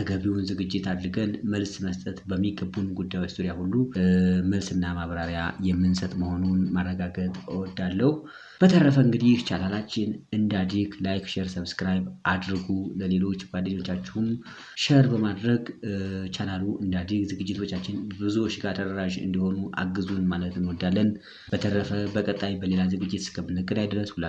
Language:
Amharic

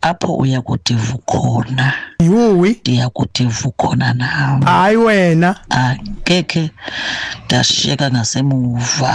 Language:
Xhosa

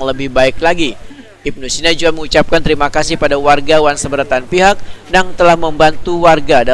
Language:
Banjar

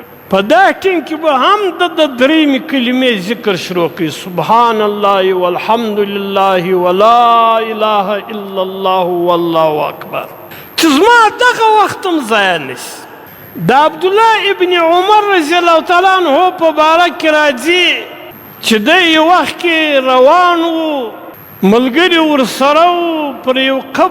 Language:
Pashto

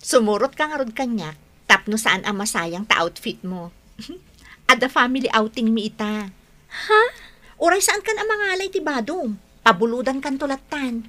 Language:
Iloko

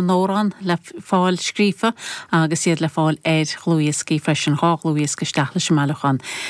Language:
Irish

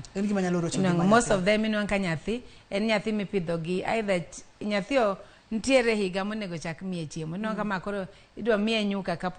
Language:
Luo (Kenya and Tanzania)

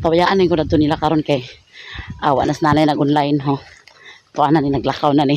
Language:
Cebuano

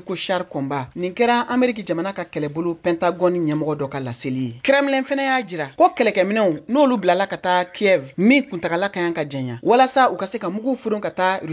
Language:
Bambara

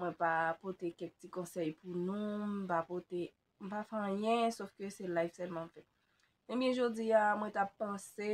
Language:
Haitian Creole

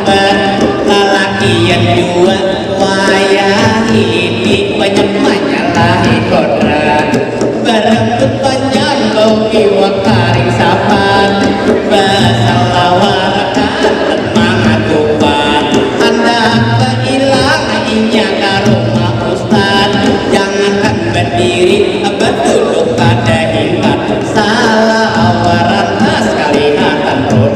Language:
Banjar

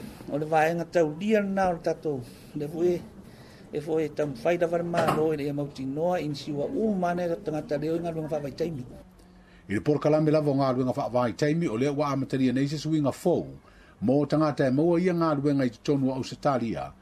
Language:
Samoan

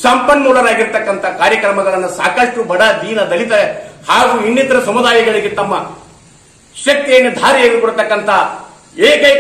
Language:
Kannada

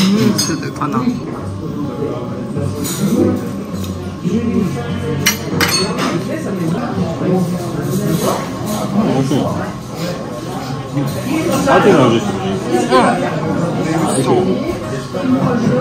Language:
Japanese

